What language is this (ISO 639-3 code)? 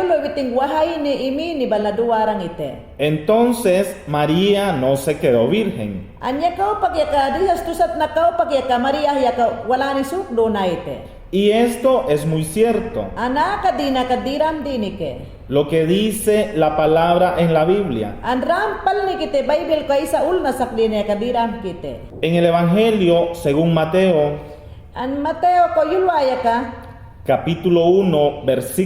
yan